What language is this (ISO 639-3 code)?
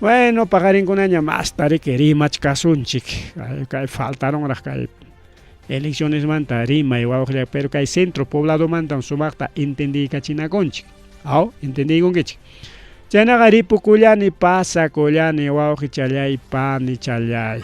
quy